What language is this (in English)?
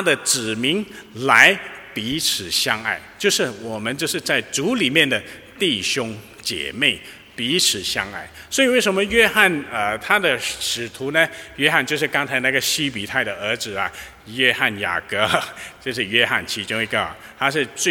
Chinese